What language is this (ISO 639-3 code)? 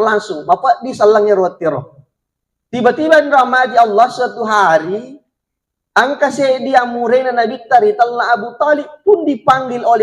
bug